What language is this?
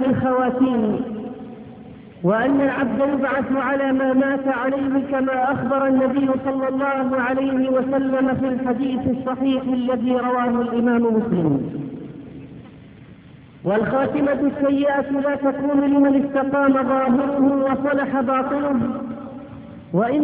Arabic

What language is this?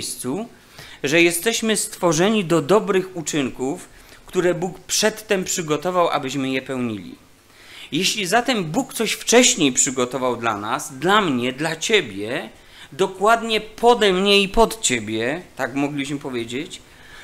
Polish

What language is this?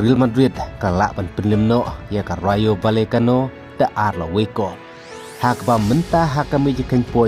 Khasi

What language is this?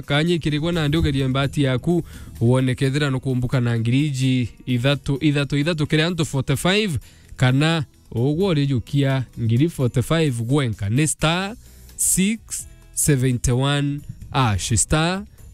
Meru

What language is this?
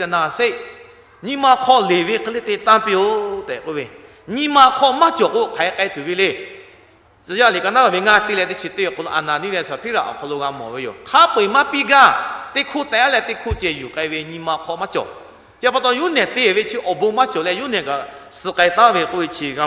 Lahu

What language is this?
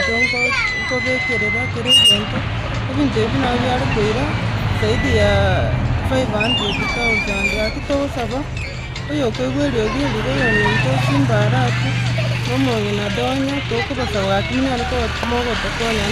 Gusii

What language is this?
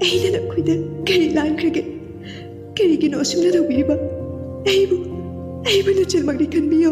Manipuri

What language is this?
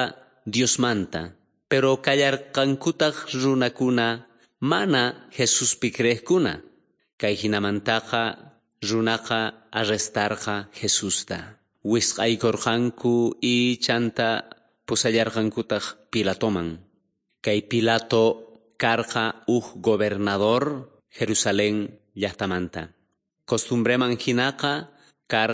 South Bolivian Quechua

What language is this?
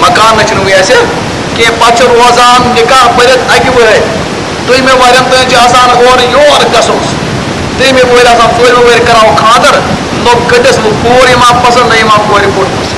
Kashmiri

